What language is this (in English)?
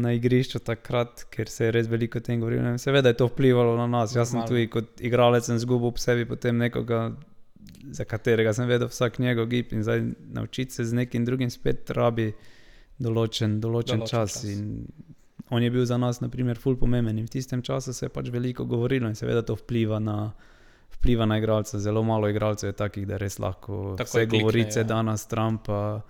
Slovenian